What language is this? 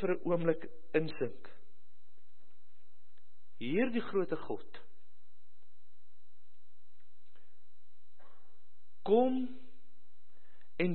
Afrikaans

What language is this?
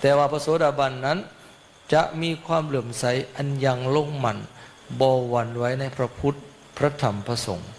Northeastern Thai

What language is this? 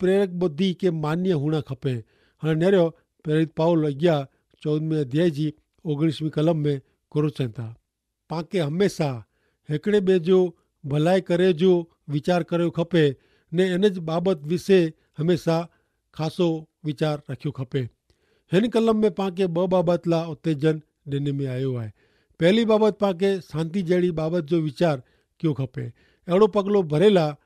Kachhi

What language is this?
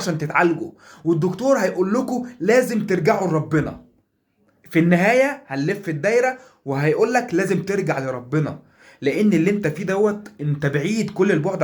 Egyptian Arabic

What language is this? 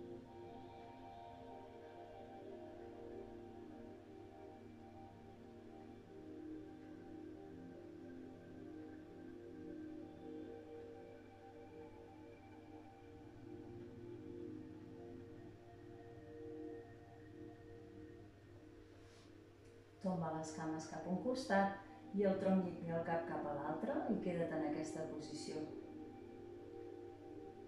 Catalan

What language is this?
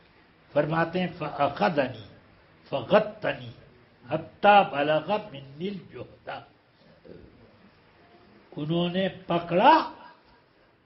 Urdu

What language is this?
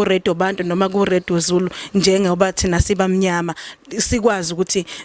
Zulu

